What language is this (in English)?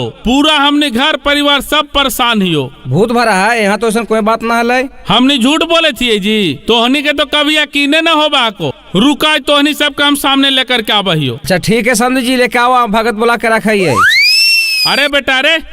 Magahi